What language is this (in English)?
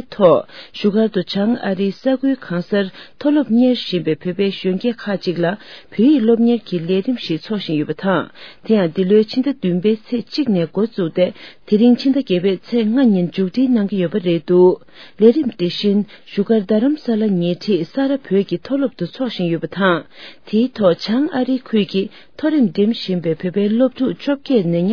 Tibetan